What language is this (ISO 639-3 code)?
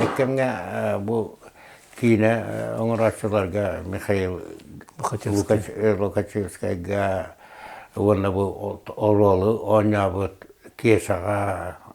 sah